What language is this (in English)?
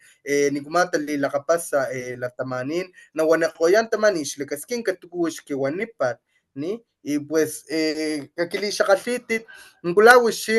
Papantla Totonac